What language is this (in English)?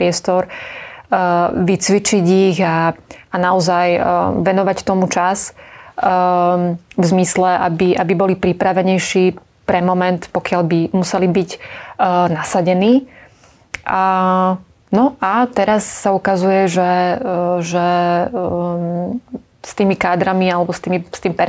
Slovak